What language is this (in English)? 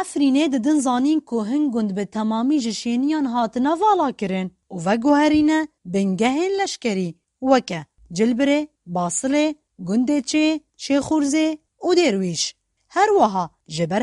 Kurdish